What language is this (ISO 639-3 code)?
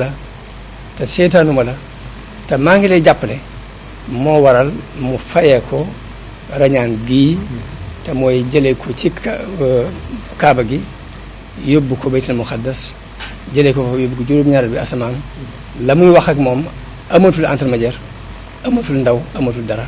wol